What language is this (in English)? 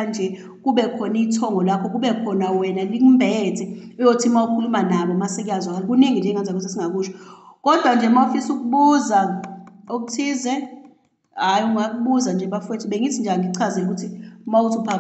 Zulu